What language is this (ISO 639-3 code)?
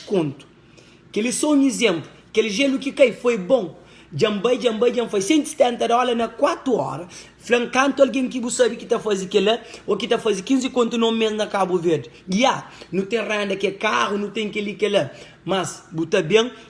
kea